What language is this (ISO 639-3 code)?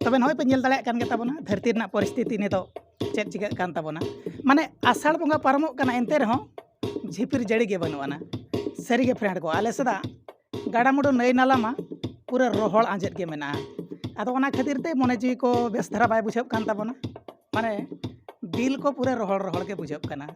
sat